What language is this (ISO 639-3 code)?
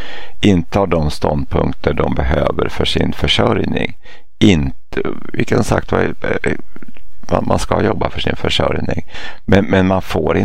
swe